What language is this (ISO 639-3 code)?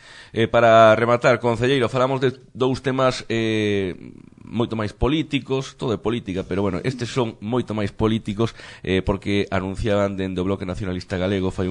glg